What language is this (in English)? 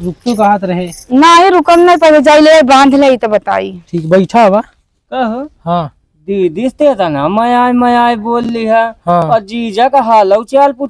Awadhi